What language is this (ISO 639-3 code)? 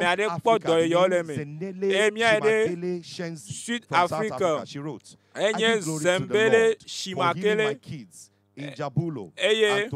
ewe